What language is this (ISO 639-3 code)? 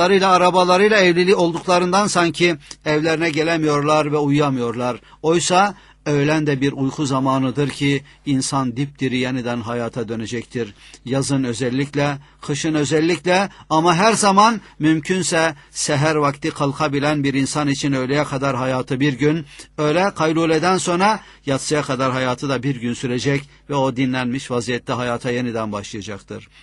tur